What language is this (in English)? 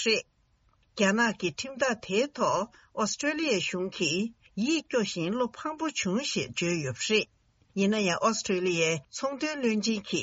Tibetan